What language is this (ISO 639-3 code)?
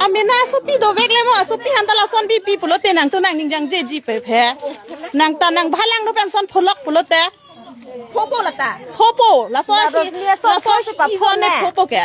mjw